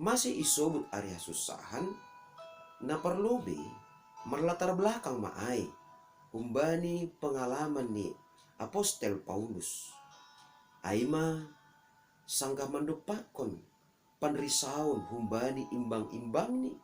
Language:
Batak Simalungun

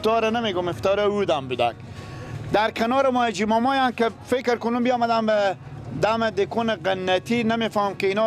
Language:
Persian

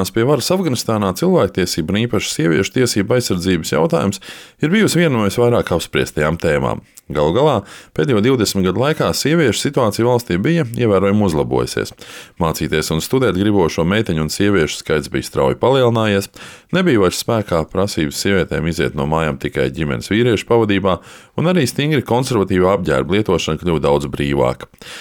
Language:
Latvian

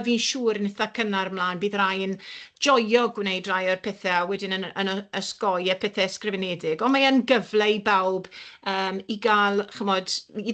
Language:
Welsh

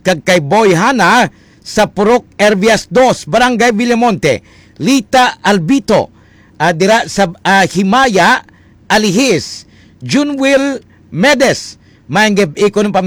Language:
Hiligaynon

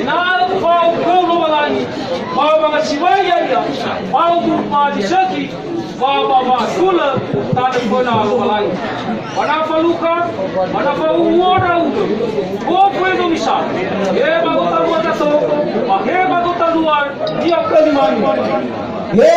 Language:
Nias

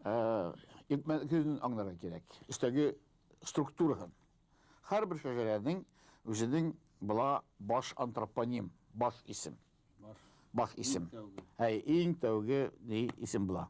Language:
Bashkir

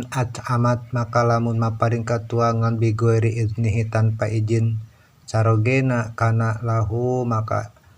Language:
Sundanese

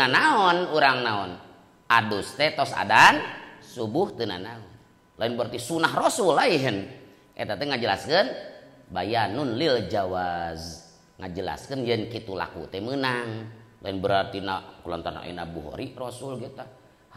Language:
Sundanese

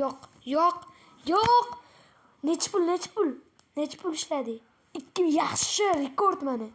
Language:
Uzbek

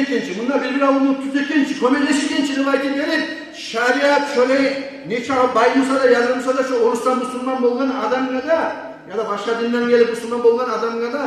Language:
Kumyk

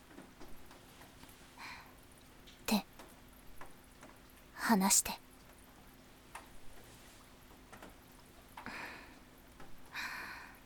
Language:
Japanese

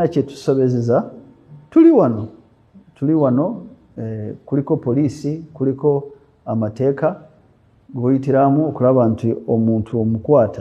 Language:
Ganda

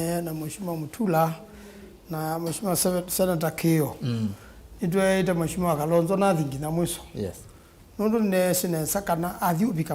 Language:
Kamba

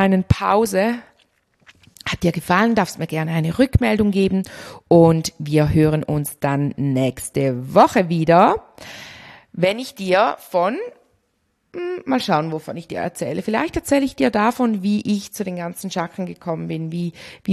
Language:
German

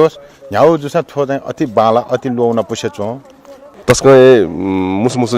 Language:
Newari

